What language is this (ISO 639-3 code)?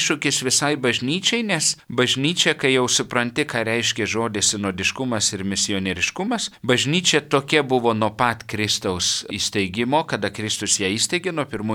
lit